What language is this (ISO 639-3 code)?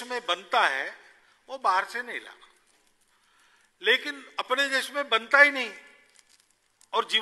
hin